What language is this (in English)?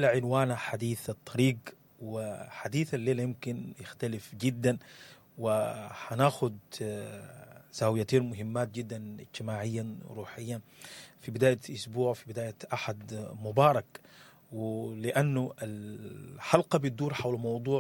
Sudanese Arabic